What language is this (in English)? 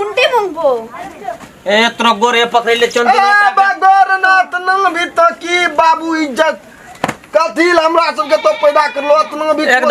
Maithili